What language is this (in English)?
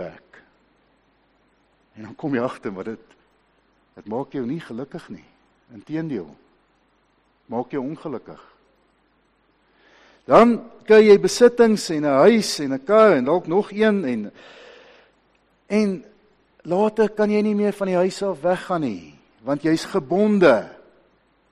Afrikaans